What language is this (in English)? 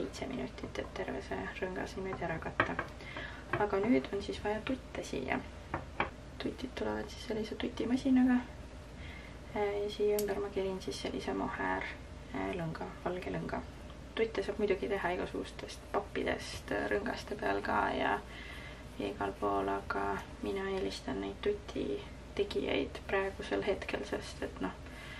Estonian